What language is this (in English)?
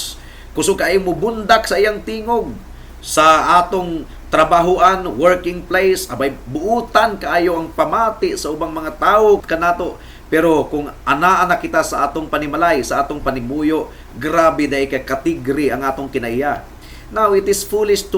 Cebuano